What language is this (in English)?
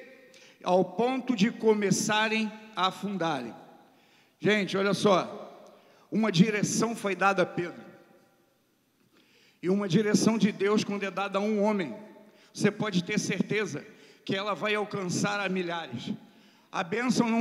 Portuguese